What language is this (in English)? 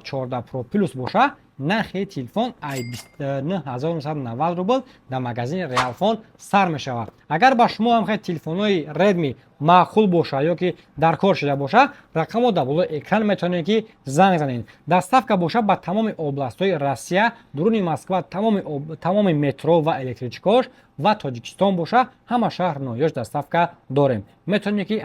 Tajik